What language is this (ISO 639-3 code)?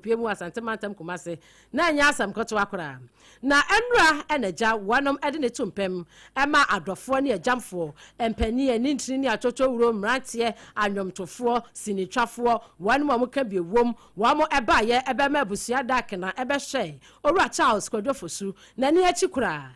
aka